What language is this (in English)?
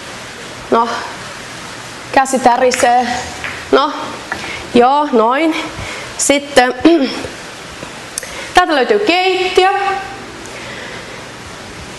Finnish